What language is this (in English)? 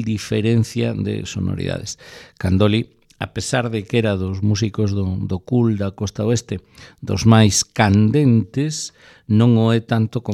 Galician